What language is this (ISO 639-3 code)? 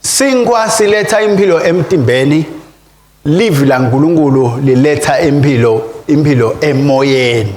ssw